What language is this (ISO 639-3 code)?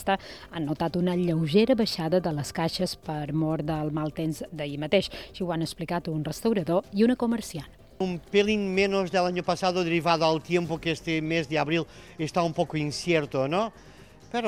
cat